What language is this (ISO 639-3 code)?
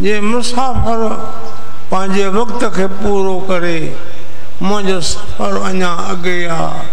snd